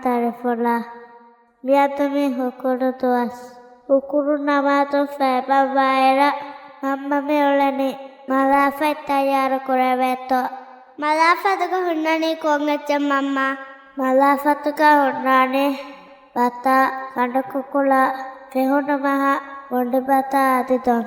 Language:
Divehi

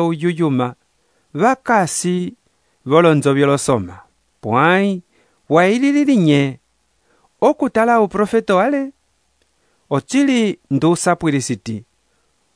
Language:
Umbundu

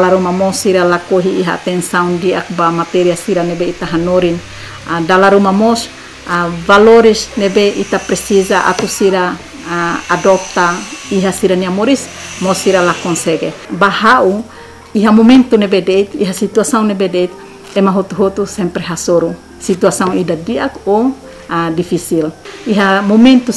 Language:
Tetum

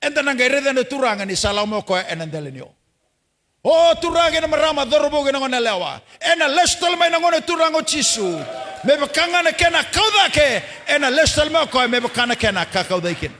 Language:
Fijian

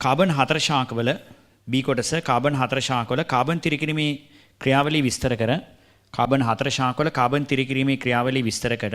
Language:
Sinhala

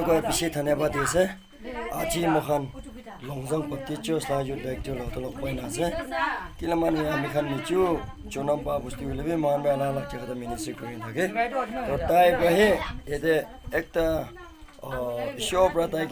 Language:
Naga Pidgin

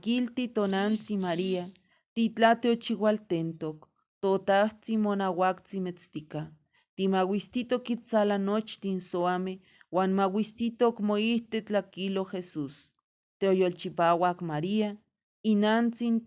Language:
Eastern Huasteca Nahuatl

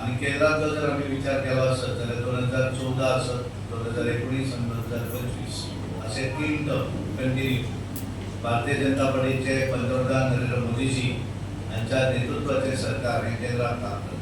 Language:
Konkani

